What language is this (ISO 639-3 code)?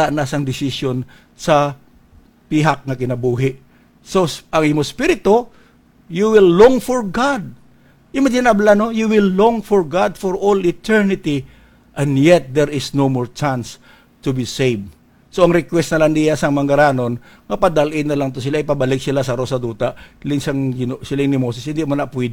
hil